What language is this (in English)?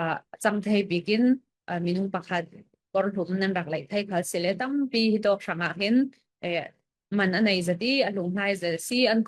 Falam Chin